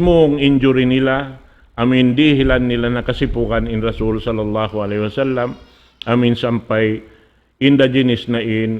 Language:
Tausug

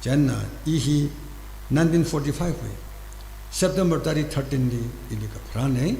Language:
Tangkhul Naga (India)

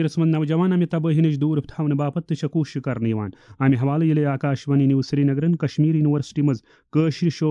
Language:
Kashmiri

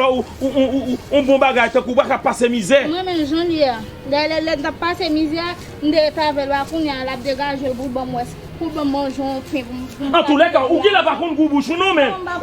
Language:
Haitian Creole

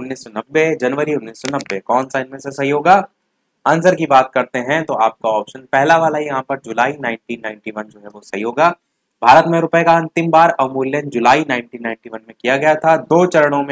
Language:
Hindi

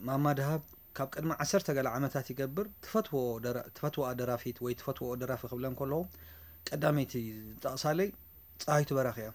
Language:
Tigrinya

